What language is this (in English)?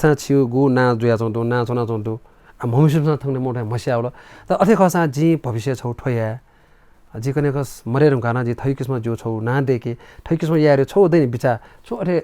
Newari